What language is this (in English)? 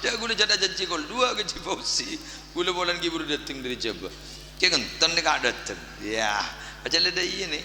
Madurese